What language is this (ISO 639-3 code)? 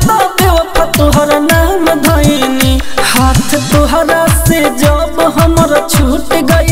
bho